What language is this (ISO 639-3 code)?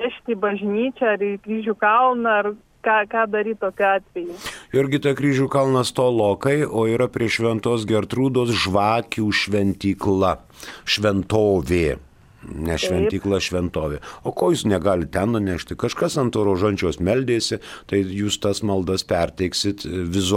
lit